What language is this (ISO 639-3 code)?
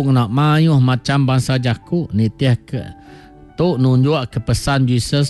iba